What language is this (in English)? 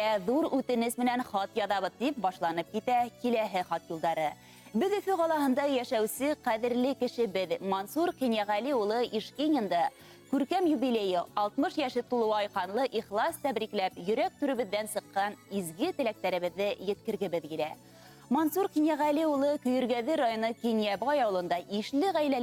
Bashkir